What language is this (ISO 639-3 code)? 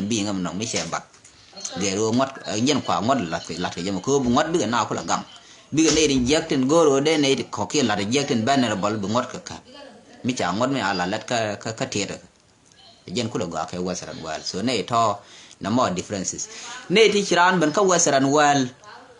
nus